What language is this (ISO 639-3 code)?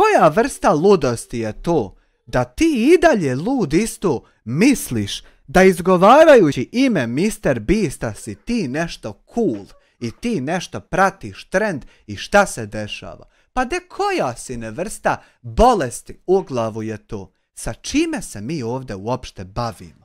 bos